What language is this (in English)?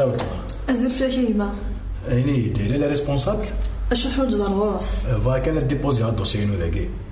Kabyle